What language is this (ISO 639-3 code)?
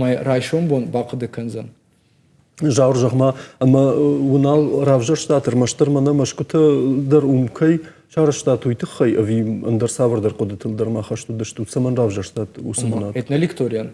oss